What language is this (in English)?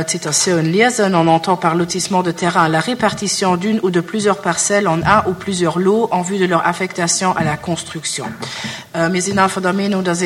Luxembourgish